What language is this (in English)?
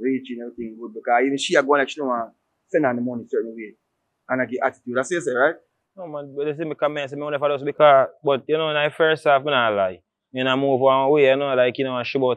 Jamaican Creole English